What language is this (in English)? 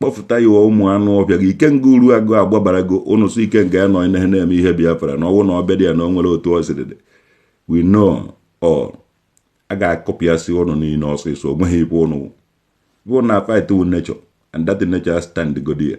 Igbo